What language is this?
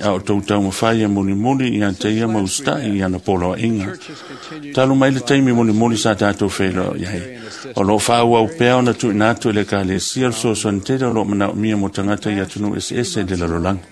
Samoan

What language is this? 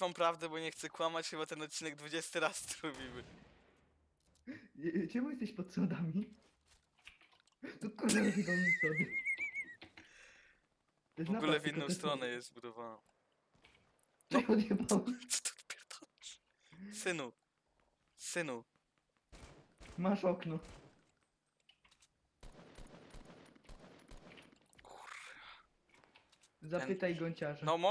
Polish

